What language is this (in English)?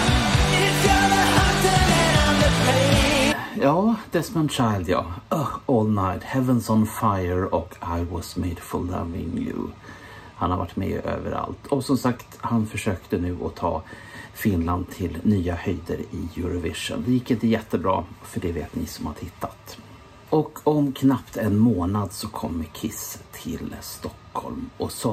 Swedish